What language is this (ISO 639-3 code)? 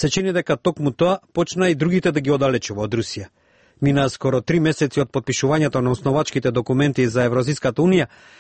mkd